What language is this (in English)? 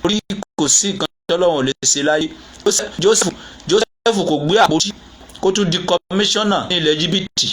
Yoruba